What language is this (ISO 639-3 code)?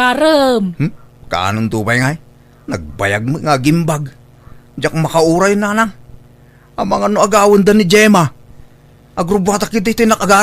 ilo